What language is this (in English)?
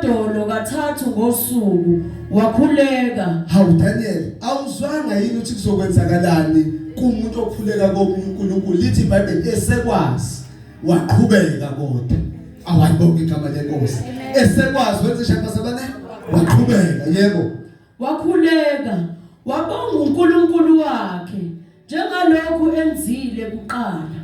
Zulu